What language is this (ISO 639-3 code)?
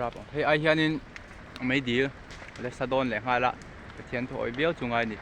lus